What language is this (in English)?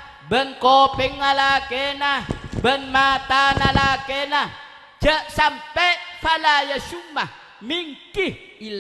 Madurese